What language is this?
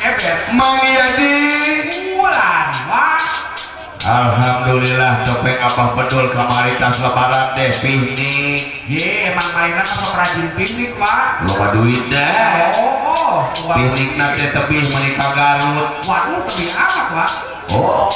Sundanese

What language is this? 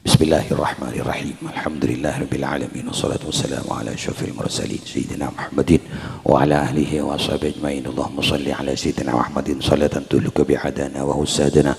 Madurese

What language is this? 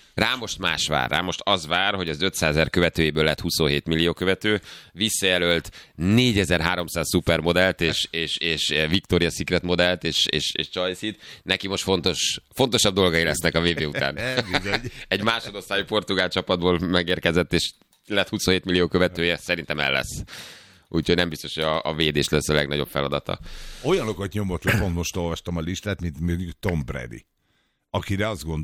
Hungarian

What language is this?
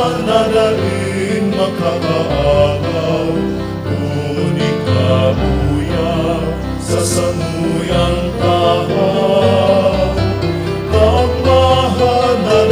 Bikol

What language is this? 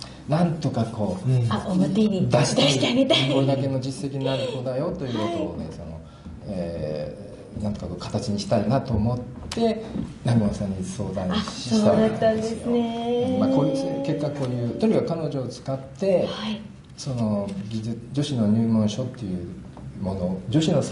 Japanese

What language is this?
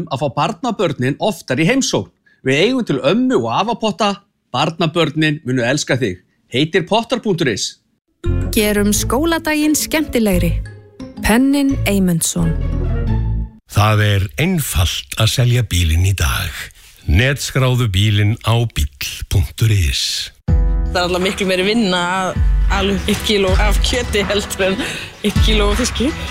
Icelandic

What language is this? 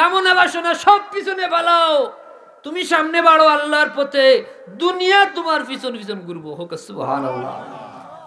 Sylheti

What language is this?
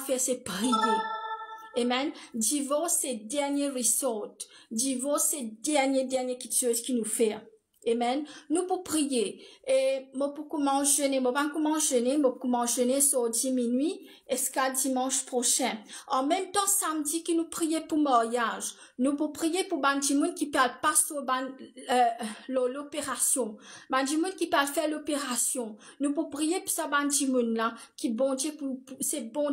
Morisyen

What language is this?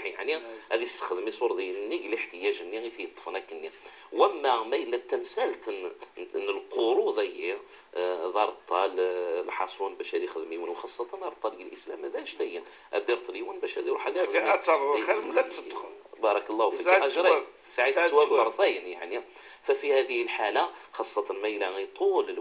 Moroccan Arabic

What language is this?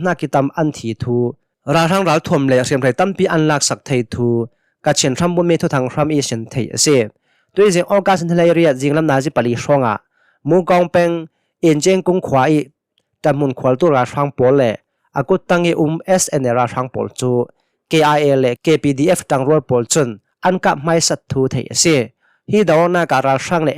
Hakha Chin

